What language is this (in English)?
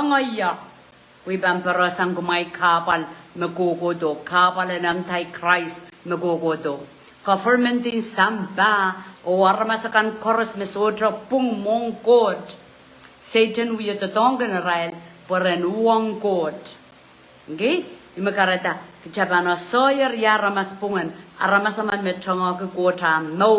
Pohnpeian